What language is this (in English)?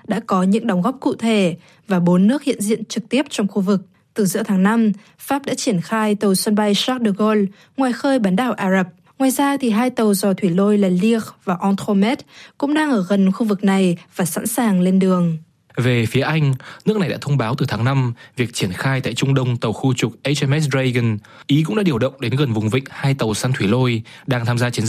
Vietnamese